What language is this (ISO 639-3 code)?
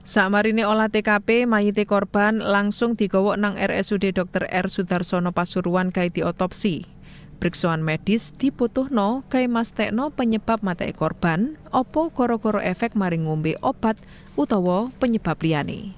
jav